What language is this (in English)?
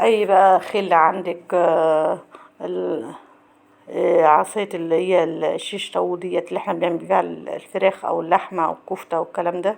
Egyptian Arabic